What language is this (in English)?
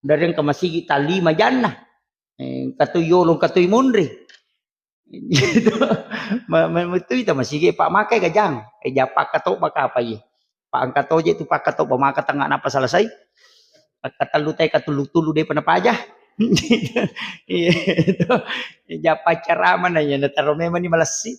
Buginese